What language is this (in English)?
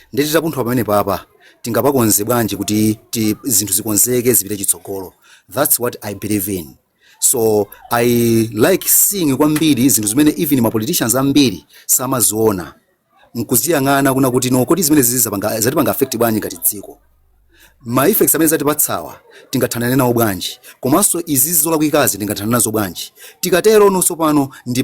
Nyanja